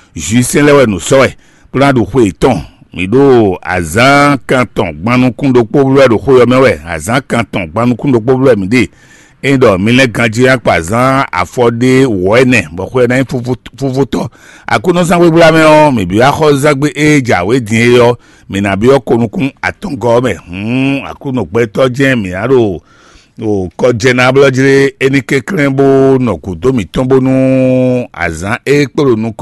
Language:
Fon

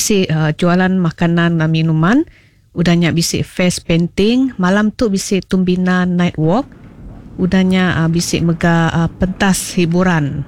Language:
Iban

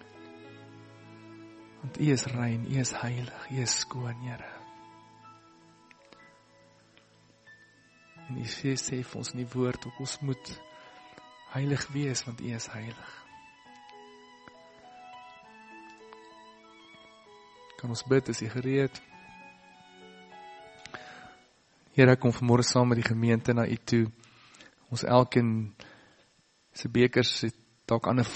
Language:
Afrikaans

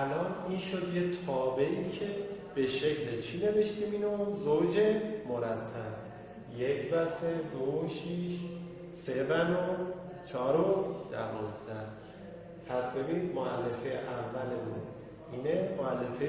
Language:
Persian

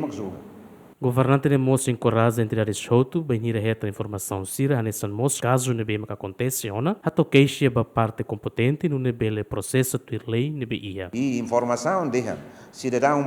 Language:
Tetum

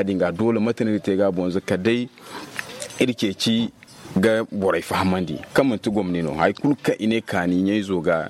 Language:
Zarma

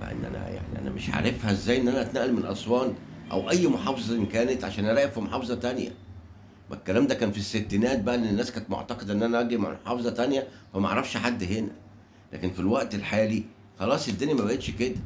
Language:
Egyptian Arabic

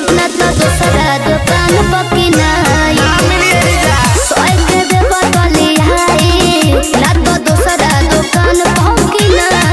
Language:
Bhojpuri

